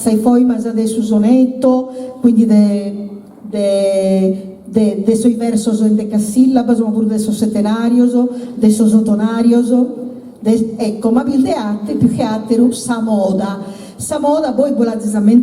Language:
Sardinian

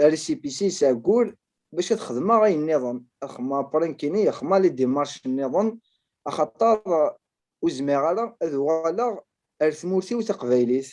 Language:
Kabyle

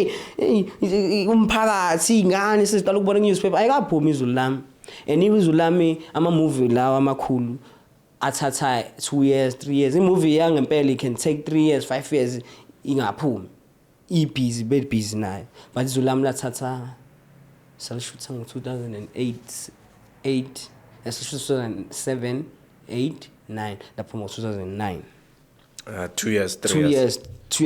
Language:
Zulu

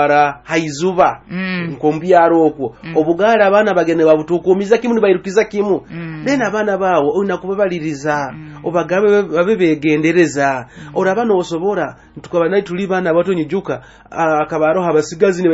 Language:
Nyoro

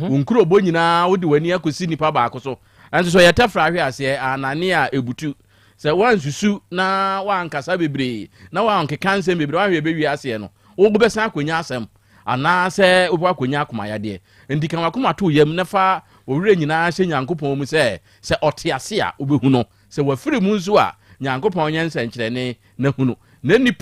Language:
Akan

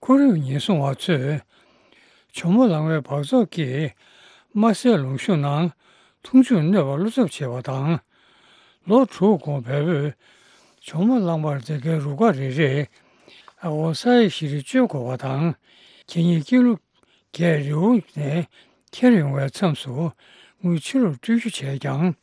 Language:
Tibetan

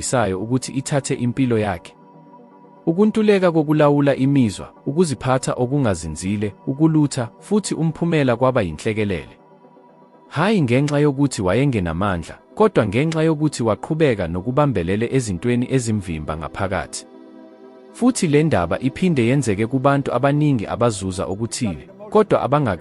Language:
Zulu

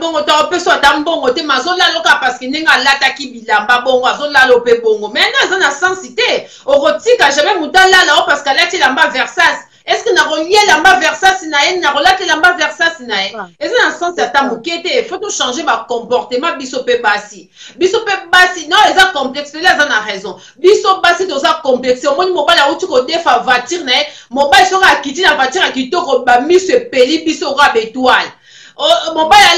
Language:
Lingala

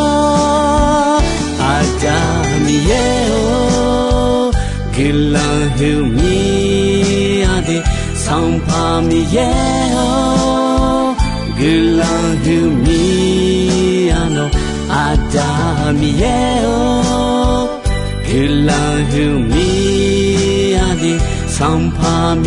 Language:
Akha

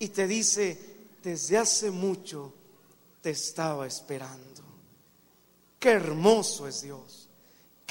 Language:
Spanish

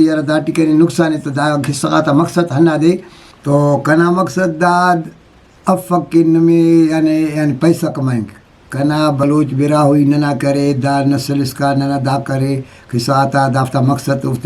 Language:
Brahui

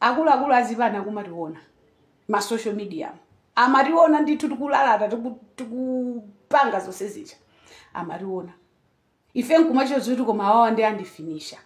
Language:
Nyanja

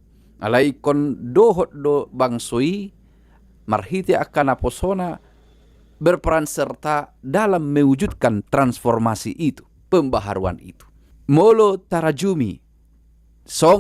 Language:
Batak Toba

